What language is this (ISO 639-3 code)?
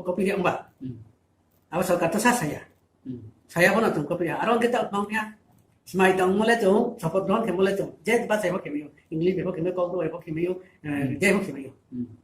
ria